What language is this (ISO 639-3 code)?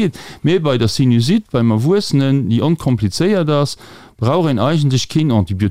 ltz